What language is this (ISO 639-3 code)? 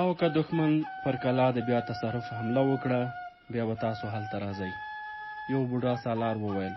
pus